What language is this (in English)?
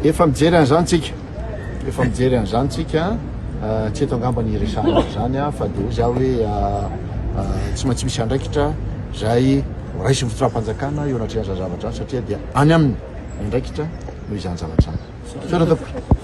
Malagasy